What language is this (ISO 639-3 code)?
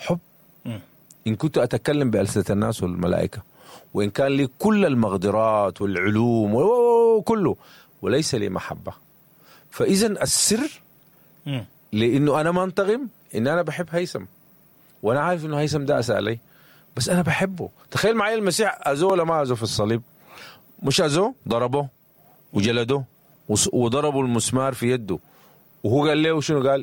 apd